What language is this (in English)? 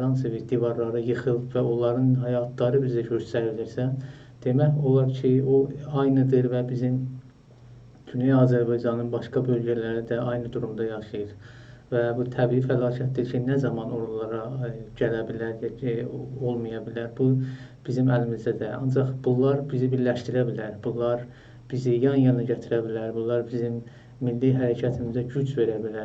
South Azerbaijani